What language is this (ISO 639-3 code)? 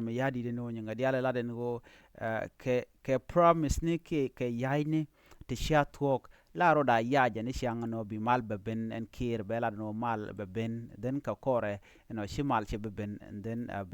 nus